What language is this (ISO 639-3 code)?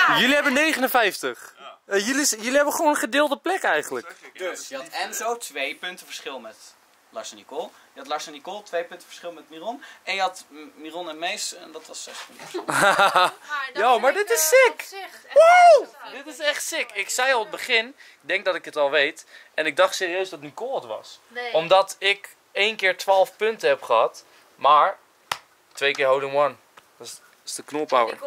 nld